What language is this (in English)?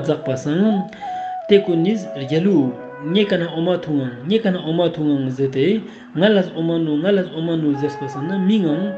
Ladakhi